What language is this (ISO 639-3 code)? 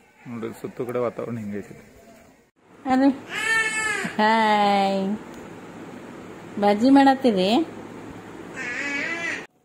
kan